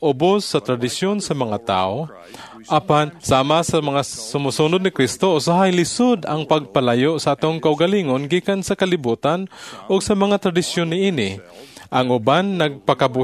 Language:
Cebuano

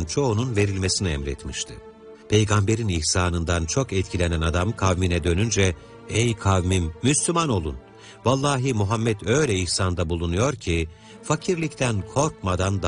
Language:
Turkish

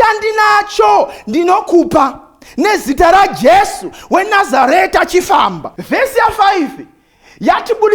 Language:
Shona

